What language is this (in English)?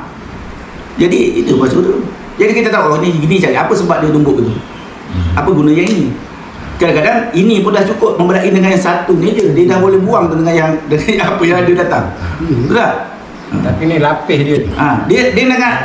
Malay